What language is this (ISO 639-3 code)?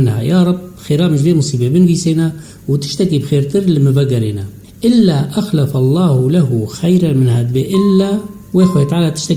kur